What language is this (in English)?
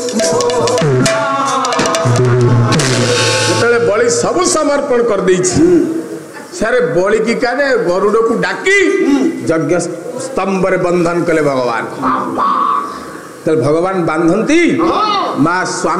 Odia